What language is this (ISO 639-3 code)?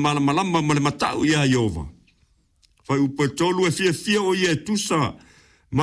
smo